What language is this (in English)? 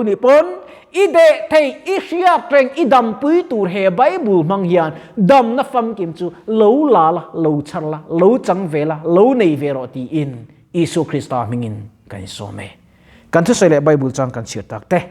Mizo